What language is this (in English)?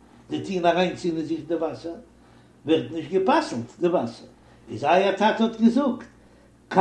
Yiddish